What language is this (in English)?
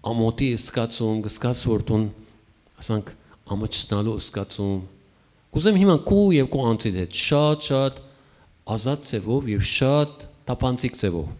Western Armenian